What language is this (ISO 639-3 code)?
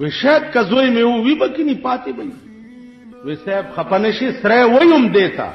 pus